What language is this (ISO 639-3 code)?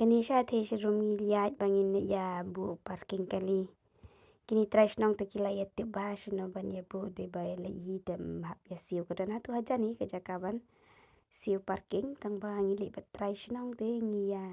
kha